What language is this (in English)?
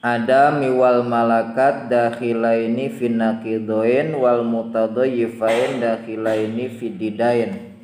Sundanese